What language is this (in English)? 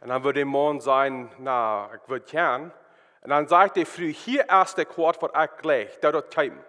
Plautdietsch